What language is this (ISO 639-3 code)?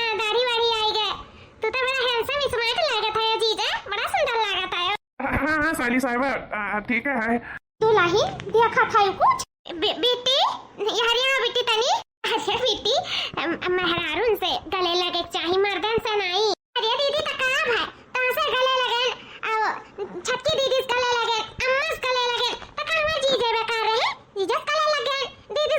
awa